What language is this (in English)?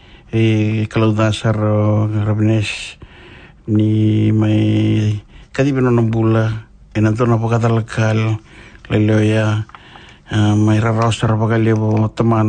Fijian